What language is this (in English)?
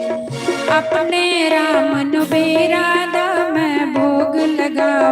Dogri